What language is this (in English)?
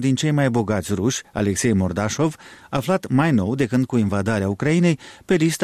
Romanian